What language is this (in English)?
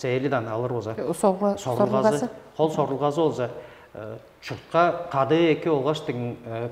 Tuvinian